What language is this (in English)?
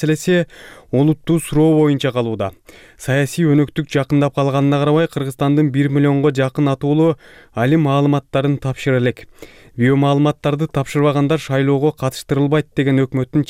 Kyrgyz